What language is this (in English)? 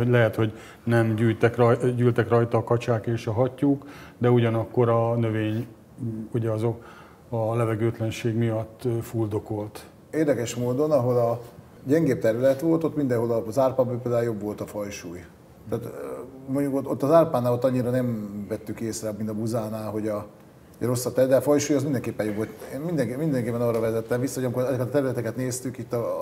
Hungarian